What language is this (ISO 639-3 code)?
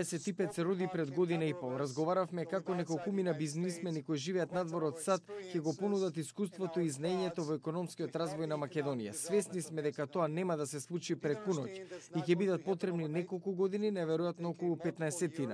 mkd